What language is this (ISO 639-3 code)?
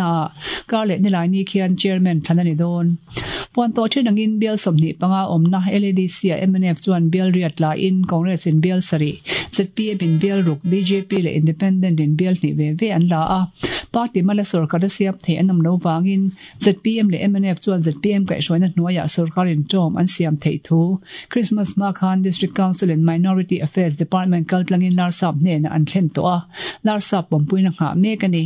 lus